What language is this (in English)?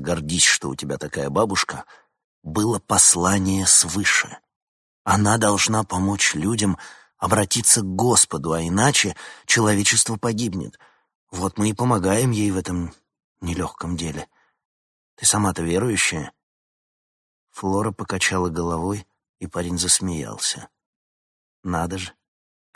Russian